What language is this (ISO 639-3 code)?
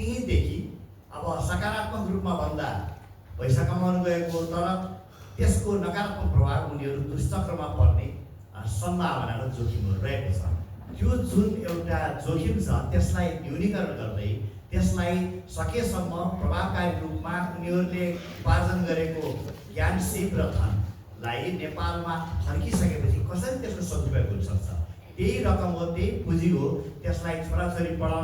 nep